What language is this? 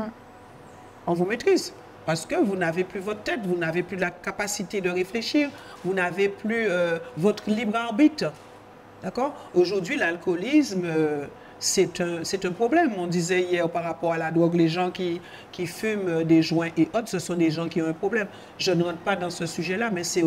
French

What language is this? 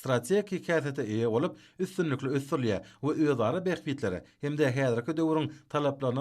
Turkmen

